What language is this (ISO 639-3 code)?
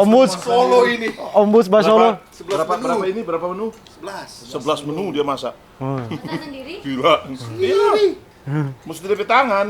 xmm